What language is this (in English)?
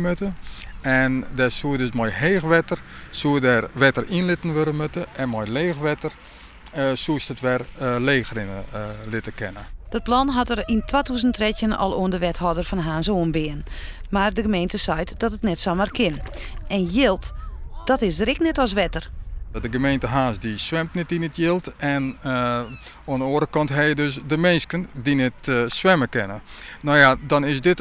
Western Frisian